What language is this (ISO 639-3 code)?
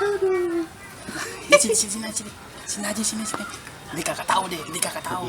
bew